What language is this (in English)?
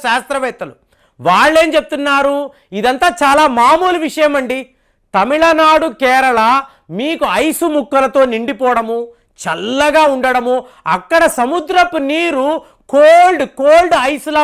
Telugu